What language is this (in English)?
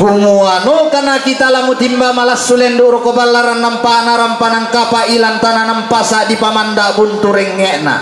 Toraja-Sa'dan